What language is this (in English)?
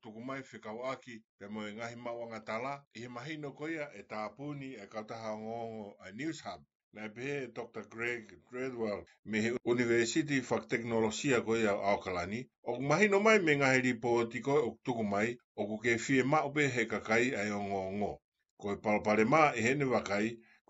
Tongan